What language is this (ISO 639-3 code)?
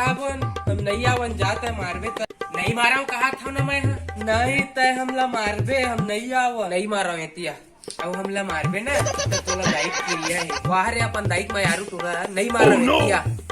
hne